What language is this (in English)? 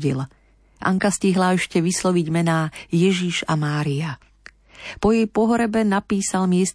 Slovak